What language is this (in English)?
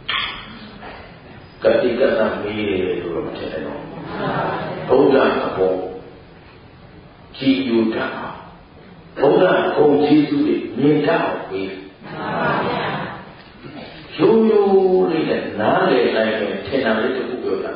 Burmese